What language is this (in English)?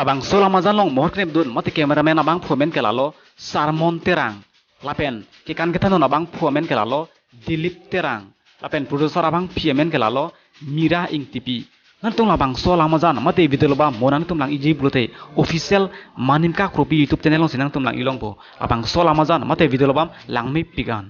Karbi